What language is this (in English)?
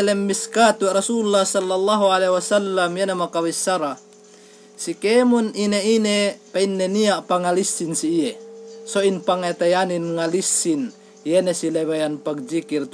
Yakan